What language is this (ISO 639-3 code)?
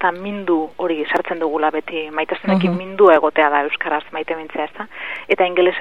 eus